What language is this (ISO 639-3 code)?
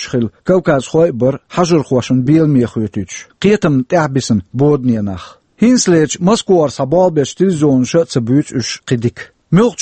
che